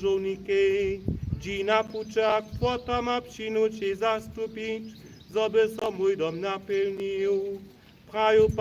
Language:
Upper Sorbian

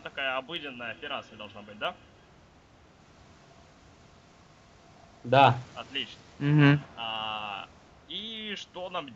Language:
Russian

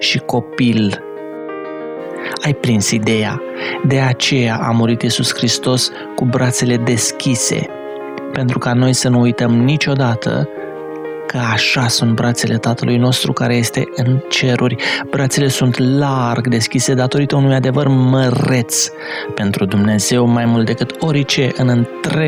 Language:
Romanian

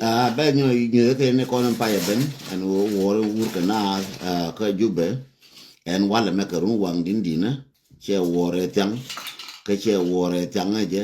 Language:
Nuer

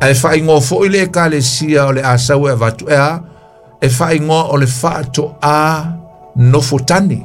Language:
Samoan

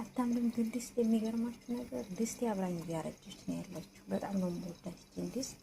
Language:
Amharic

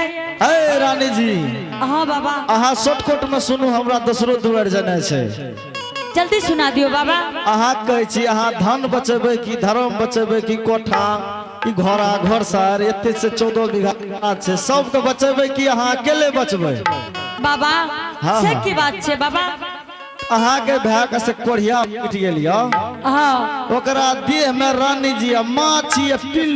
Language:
Angika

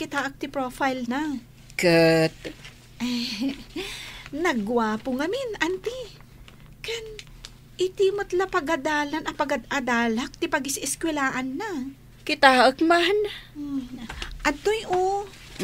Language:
Iloko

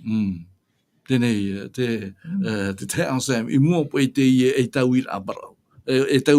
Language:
Tahitian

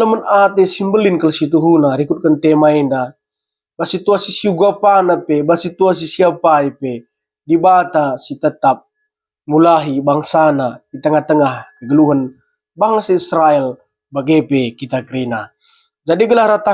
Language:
Batak Karo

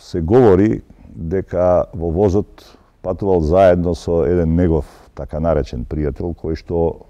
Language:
Macedonian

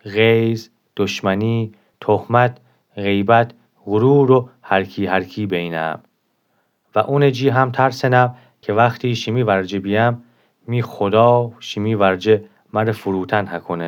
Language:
Gilaki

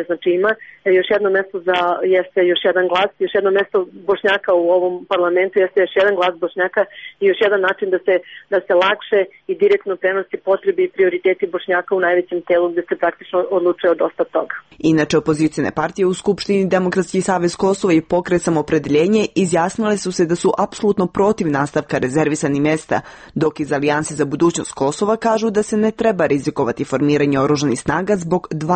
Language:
Serbian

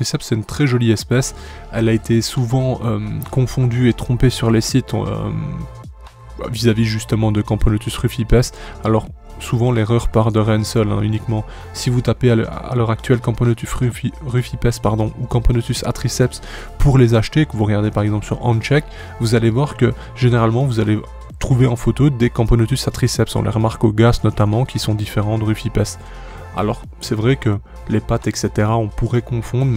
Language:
French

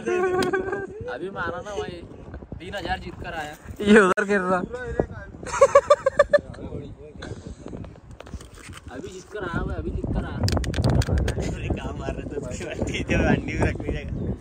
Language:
Hindi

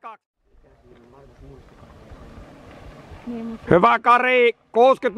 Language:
Finnish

